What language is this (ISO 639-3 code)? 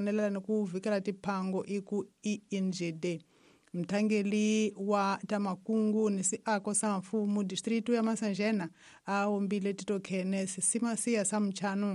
tso